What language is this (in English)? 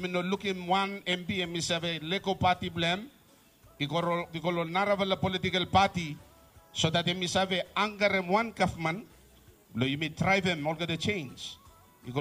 Bislama